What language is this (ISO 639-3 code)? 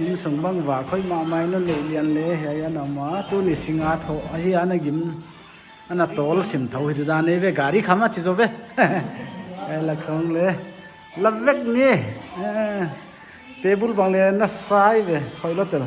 pck